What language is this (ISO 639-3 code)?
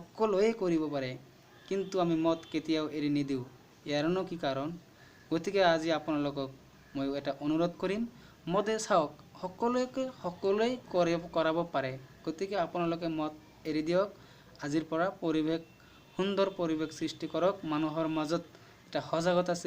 asm